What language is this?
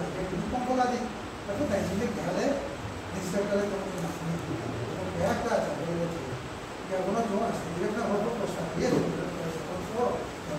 Riang (India)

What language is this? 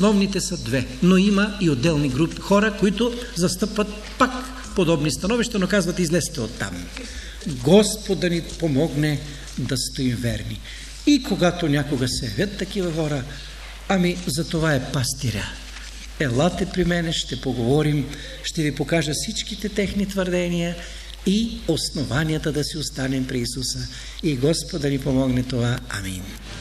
Bulgarian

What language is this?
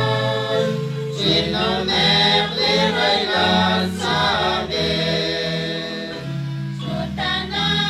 Kekchí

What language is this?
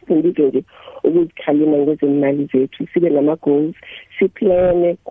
South Ndebele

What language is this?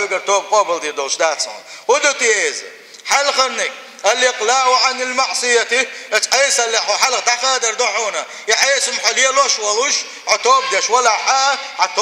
Chechen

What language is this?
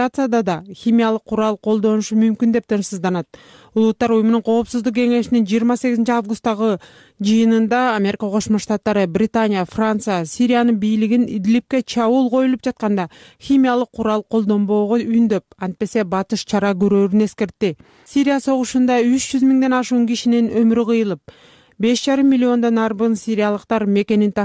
Kyrgyz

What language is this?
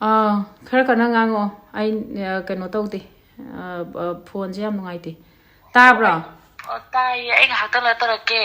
Manipuri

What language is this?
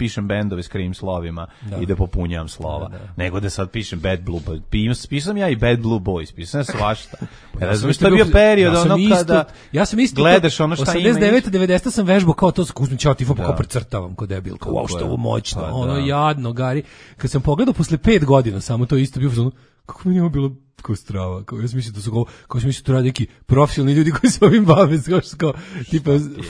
Serbian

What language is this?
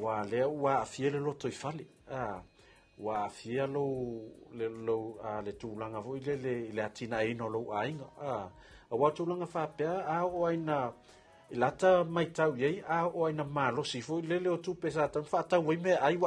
Samoan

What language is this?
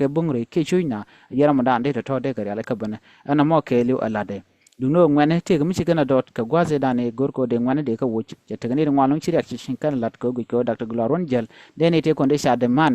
Nuer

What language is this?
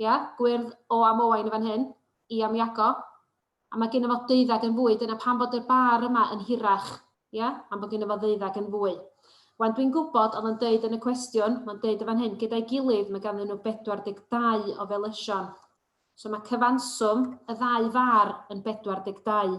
Welsh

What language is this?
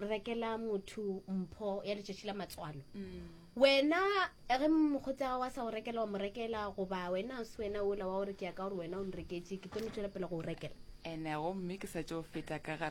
Northern Sotho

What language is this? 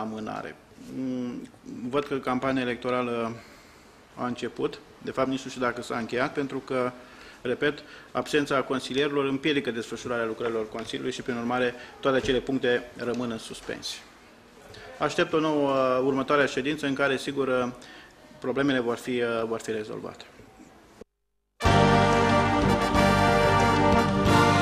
Romanian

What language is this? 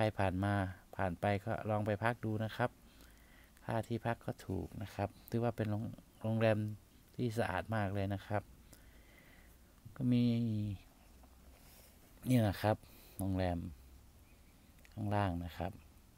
Thai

